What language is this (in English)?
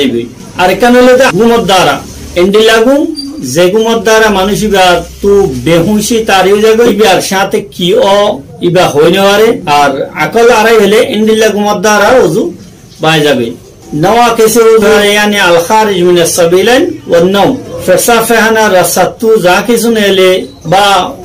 Rohingya